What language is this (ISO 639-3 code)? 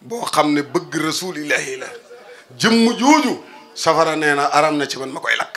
wol